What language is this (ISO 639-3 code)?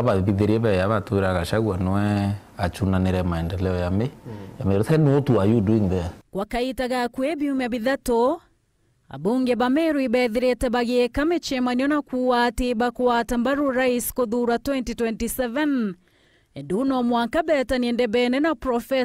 mer